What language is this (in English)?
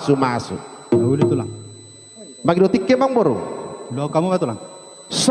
Batak Toba